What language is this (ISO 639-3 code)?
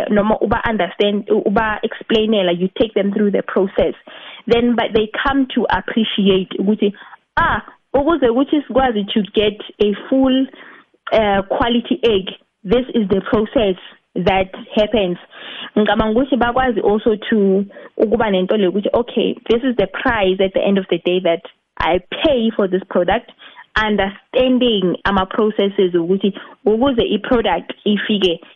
nbl